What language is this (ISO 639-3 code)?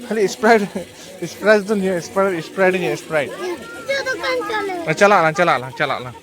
sat